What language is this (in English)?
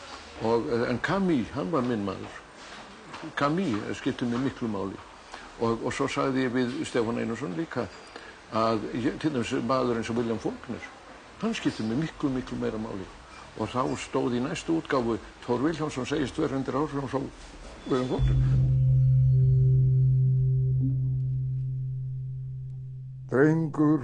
Icelandic